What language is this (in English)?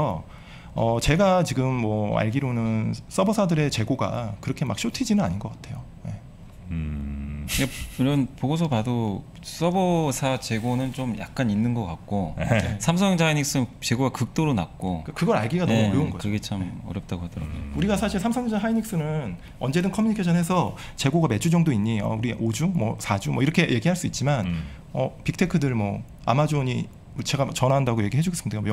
Korean